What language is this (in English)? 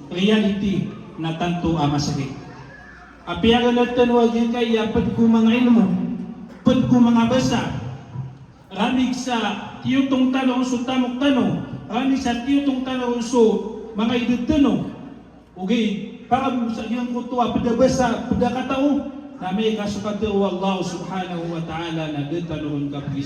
Maranao